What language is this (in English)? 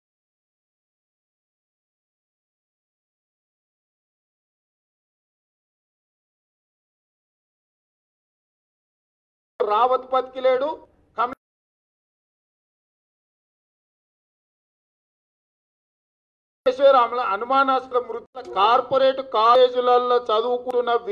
Telugu